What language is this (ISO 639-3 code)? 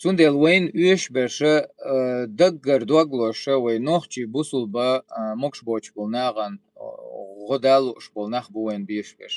che